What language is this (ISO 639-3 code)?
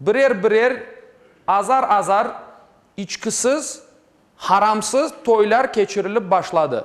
crh